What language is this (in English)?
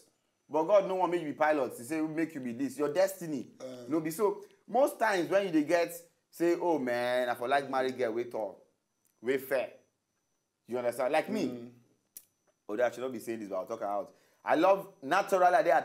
Nigerian Pidgin